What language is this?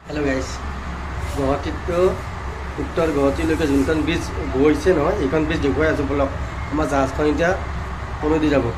Assamese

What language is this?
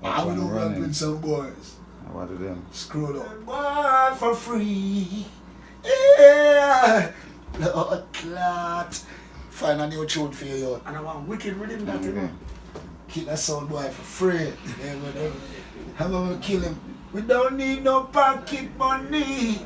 Jamaican Creole English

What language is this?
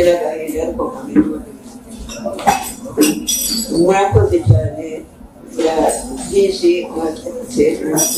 Kinyarwanda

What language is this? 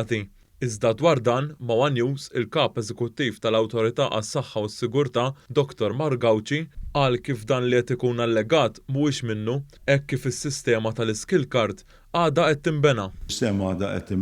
Maltese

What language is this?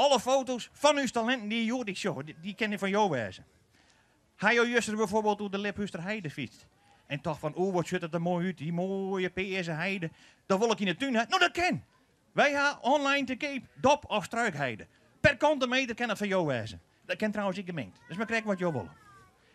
Western Frisian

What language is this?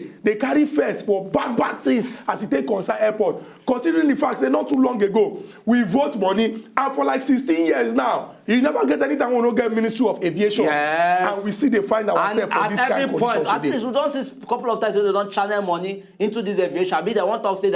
Nigerian Pidgin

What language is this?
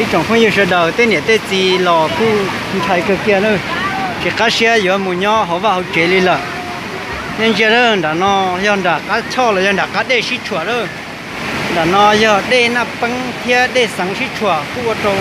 Hmong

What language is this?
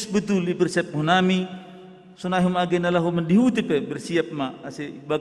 Batak Simalungun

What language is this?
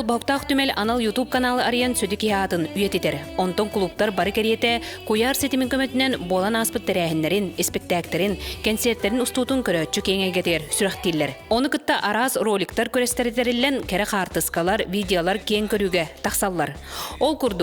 Yakut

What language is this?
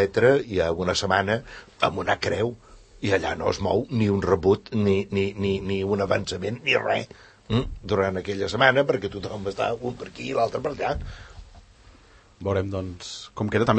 Catalan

